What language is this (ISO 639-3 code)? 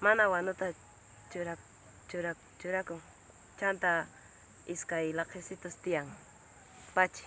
quh